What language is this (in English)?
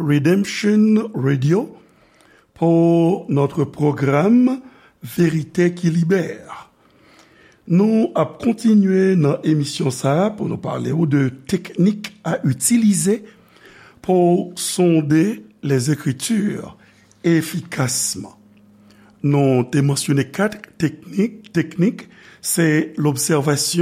Haitian Creole